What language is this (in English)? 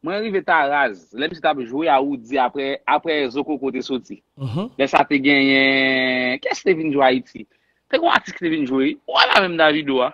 Haitian Creole